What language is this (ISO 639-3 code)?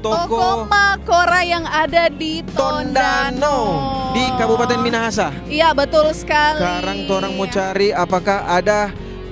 xmm